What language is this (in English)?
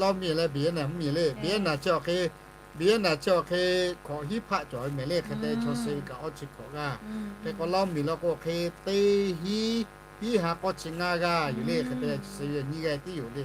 Lahu